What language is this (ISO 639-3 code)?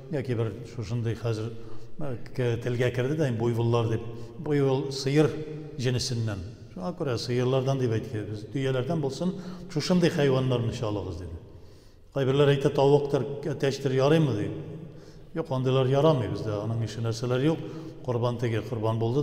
tat